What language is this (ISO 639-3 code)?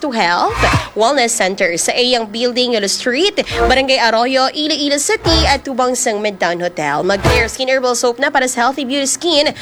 hil